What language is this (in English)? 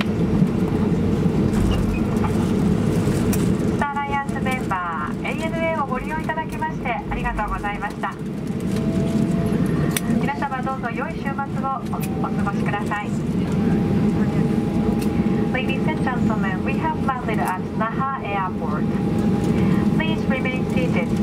Japanese